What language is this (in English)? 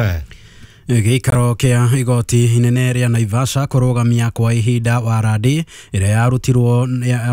Kikuyu